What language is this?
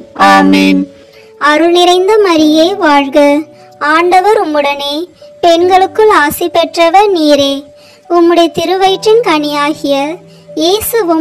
Tamil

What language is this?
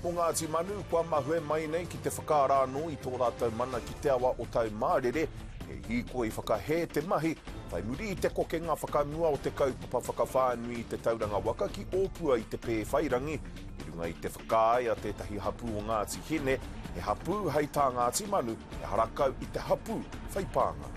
Māori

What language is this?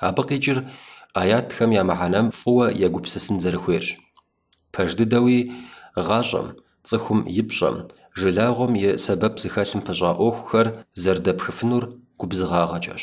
Kabardian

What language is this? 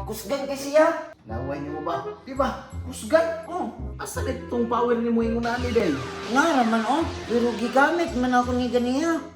Cebuano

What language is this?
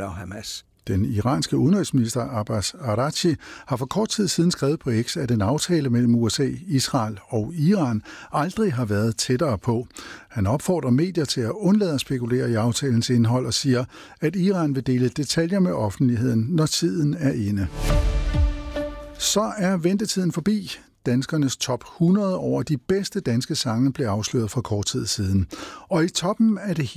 Danish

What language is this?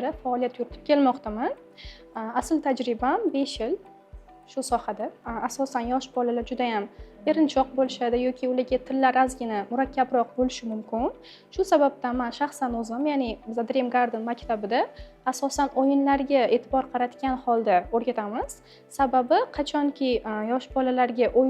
Uzbek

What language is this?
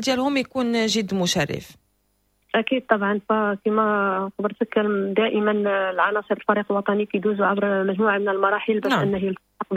Moroccan Arabic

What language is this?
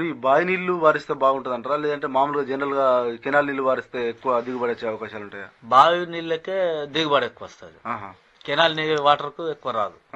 Telugu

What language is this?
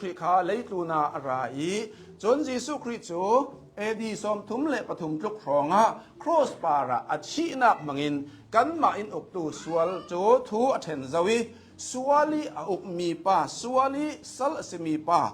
Hakha Chin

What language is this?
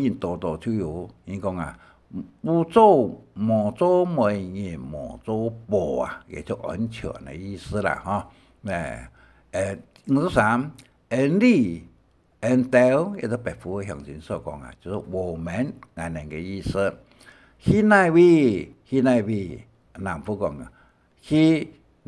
Hakka Chinese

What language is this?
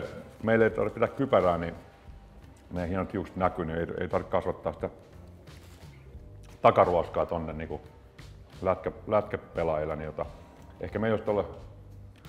Finnish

